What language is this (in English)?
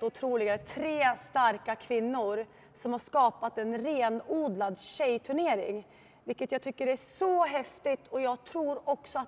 Swedish